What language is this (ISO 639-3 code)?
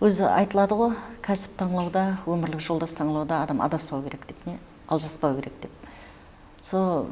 kaa